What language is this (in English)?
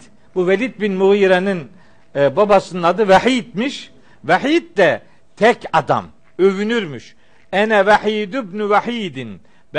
Turkish